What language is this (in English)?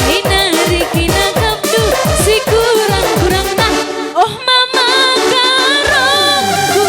Batak Karo